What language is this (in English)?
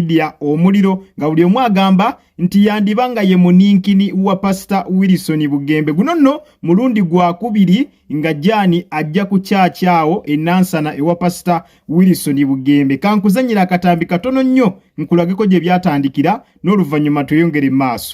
Ganda